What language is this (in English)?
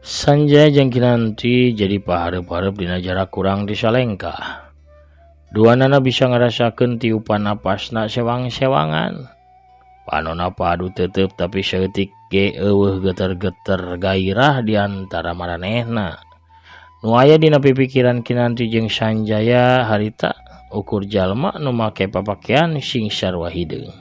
Sundanese